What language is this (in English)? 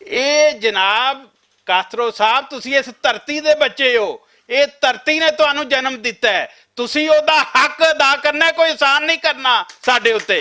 Western Panjabi